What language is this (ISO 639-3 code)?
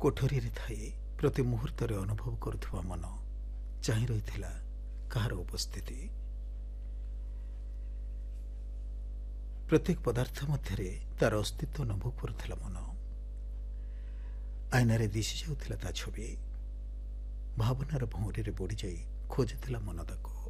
ori